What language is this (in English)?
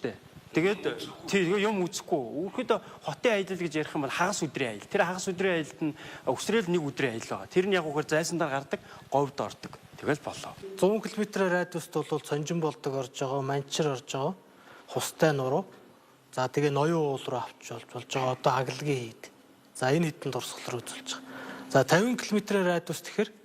Mongolian